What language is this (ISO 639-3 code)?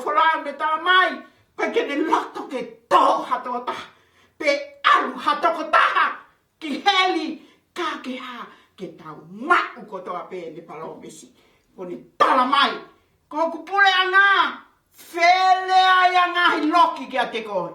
ton